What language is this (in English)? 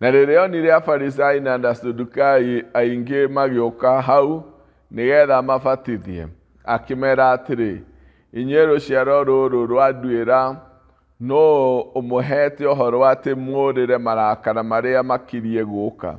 Kikuyu